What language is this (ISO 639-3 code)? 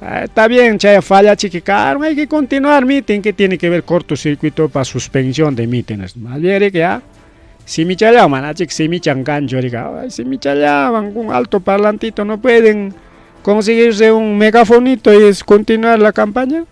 quy